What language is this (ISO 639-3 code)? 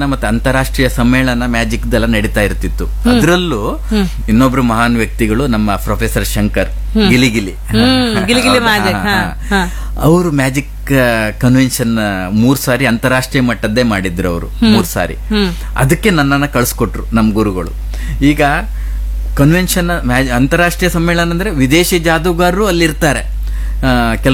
kan